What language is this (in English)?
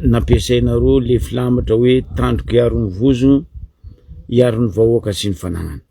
Malagasy